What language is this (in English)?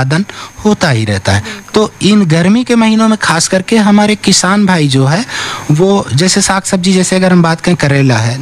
Hindi